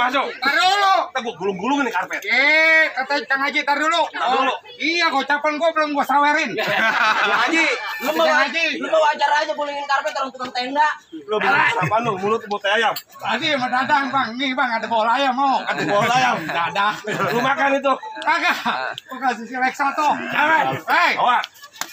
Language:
Betawi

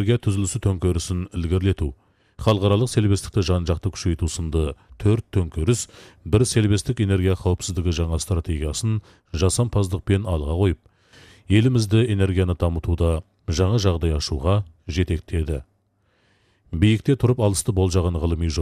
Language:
Kazakh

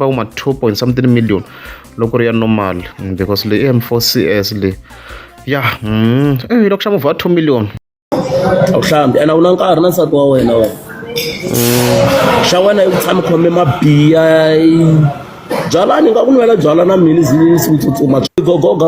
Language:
Tsonga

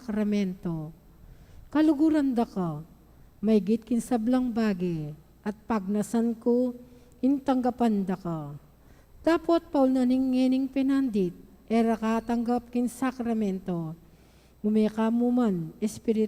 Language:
Pampanga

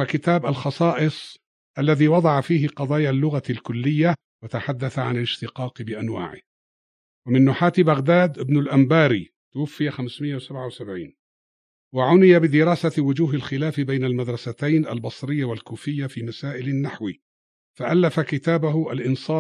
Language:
Arabic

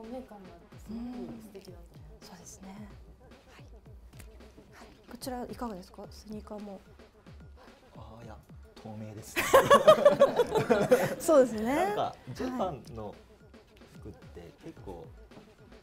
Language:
Japanese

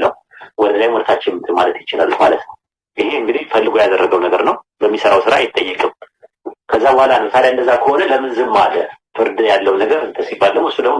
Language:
Amharic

